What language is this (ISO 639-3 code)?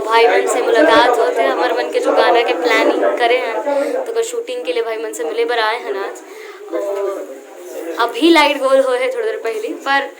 hne